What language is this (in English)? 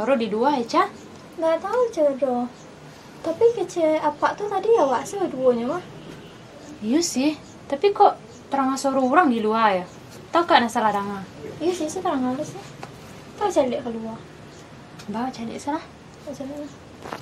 Minangkabau